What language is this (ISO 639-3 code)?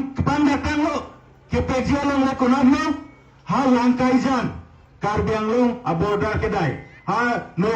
mjw